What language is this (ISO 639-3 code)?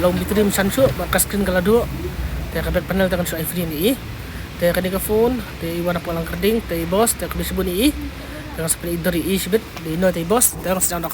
kha